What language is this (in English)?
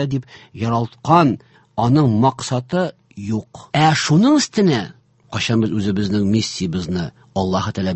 Tatar